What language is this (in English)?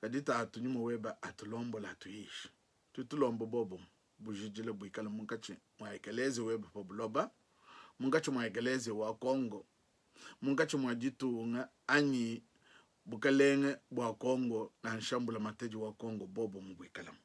Luba-Lulua